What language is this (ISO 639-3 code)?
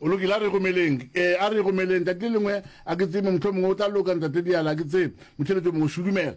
nso